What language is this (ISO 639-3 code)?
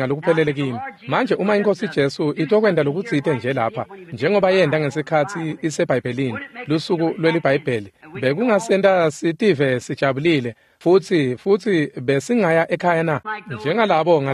ssw